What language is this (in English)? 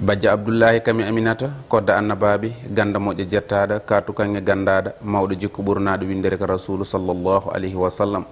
Fula